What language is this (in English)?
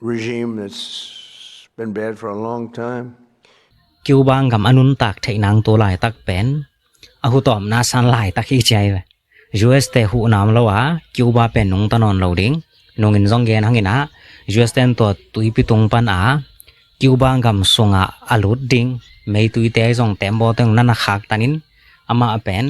Tedim Chin